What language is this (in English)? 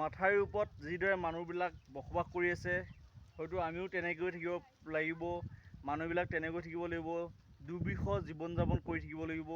Assamese